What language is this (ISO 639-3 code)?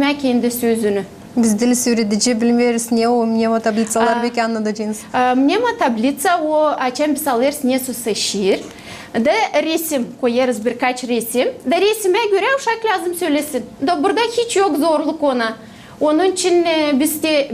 gag